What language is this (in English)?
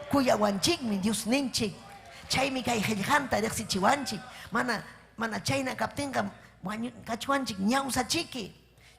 Ayacucho Quechua